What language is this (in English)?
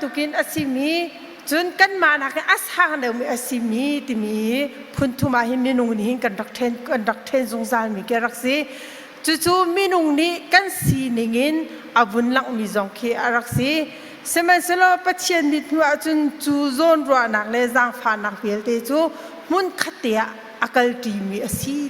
Hakha Chin